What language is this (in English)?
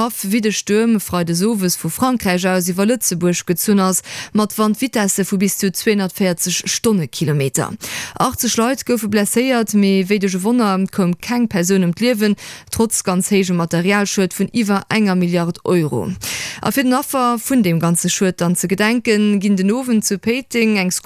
Luxembourgish